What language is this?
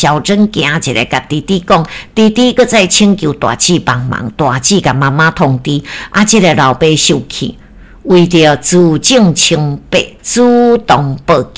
Min Nan Chinese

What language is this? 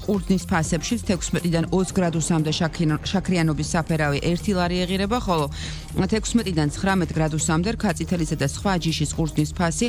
Georgian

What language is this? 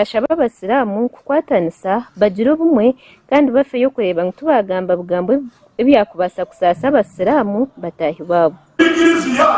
Nyankole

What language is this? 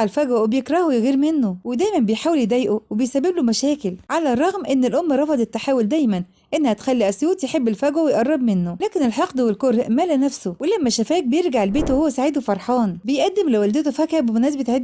Egyptian Arabic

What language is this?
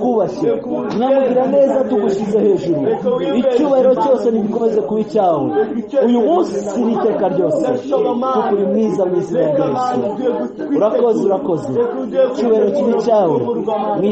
Kinyarwanda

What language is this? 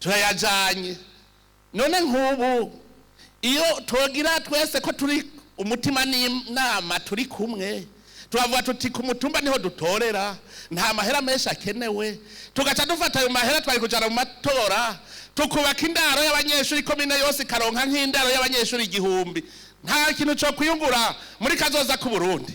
Rundi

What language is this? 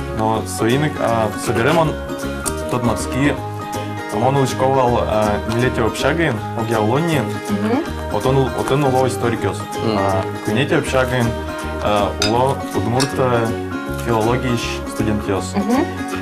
Udmurt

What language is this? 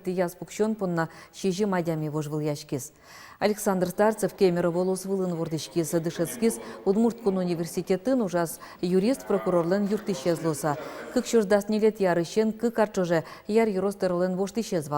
Udmurt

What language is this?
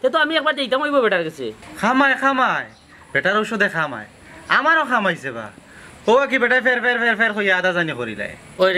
Sylheti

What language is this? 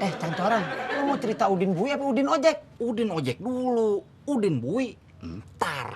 Betawi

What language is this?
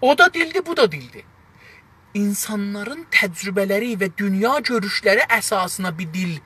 South Azerbaijani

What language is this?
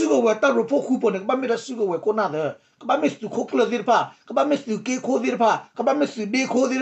S'gaw Karen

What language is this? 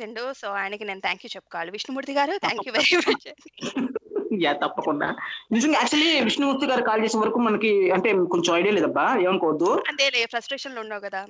Telugu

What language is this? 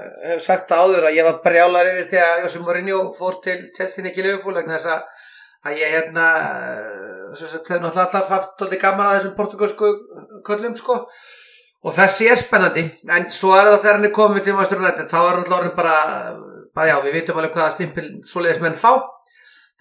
Icelandic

